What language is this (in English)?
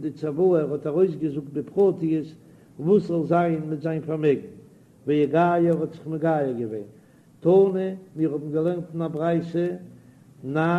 Yiddish